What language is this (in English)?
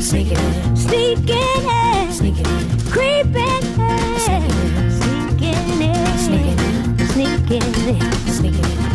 Georgian